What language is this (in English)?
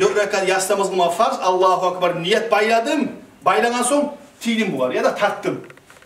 Kumyk